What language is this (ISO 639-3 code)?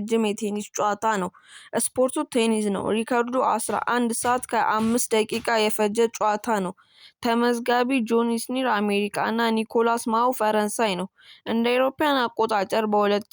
amh